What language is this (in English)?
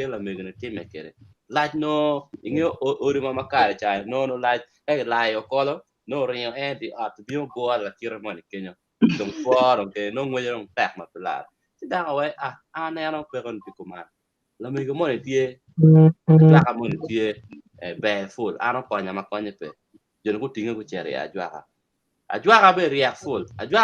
Acoli